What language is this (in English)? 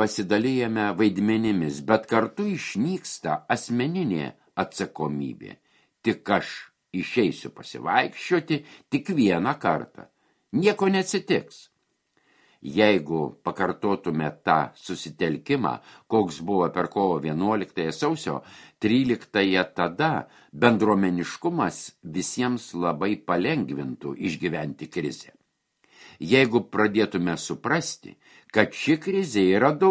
Lithuanian